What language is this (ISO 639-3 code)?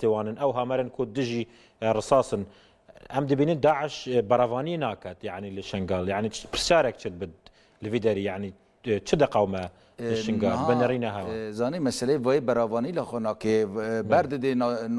kur